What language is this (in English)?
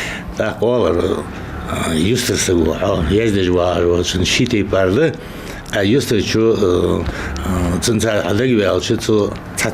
Ingush